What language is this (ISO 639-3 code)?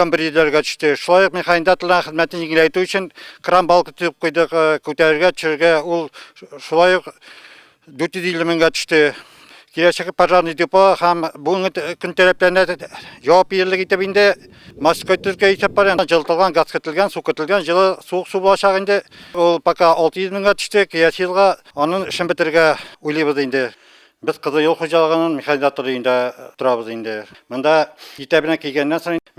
tat